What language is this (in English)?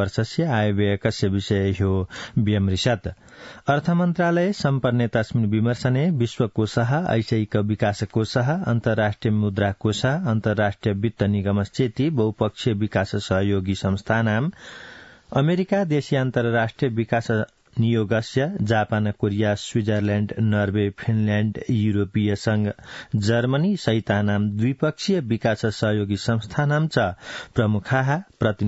Sanskrit